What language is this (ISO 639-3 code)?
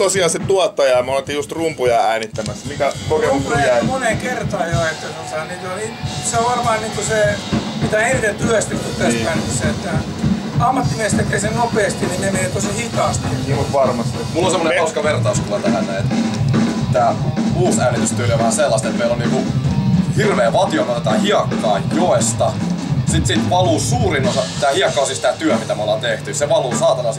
fin